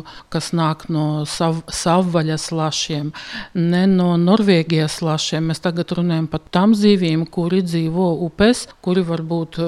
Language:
Latvian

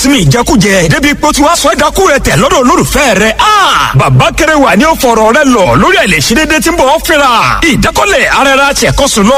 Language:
Yoruba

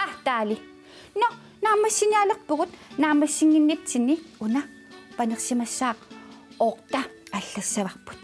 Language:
Kalaallisut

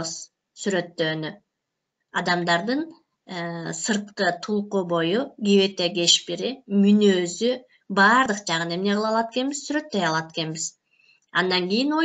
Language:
Kyrgyz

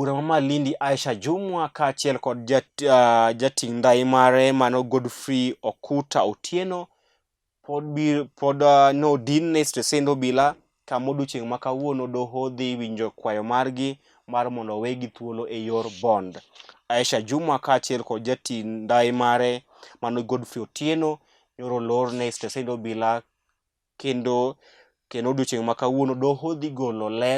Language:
Luo (Kenya and Tanzania)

